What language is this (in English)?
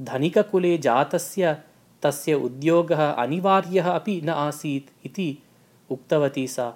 Sanskrit